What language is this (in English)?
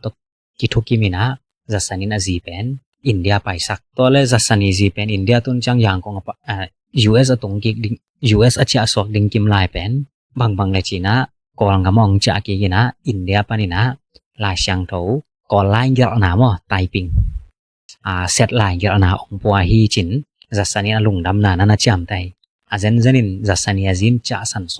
Tedim Chin